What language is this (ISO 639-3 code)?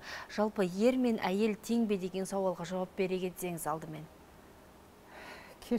kaz